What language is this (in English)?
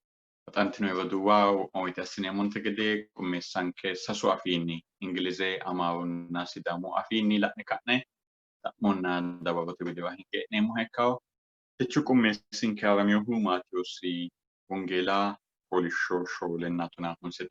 Sidamo